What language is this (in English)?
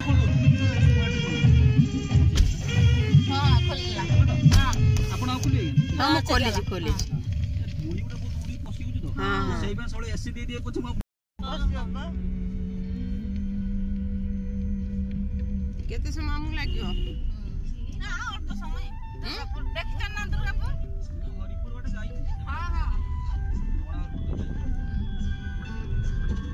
Odia